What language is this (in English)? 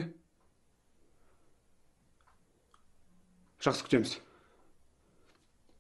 Kazakh